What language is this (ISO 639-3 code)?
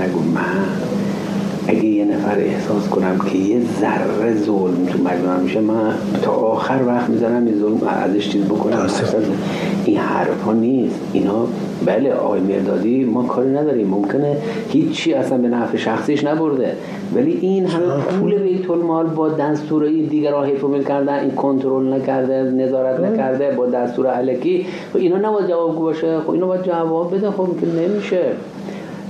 fas